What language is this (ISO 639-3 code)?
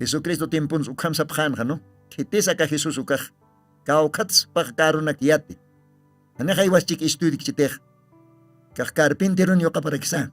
aym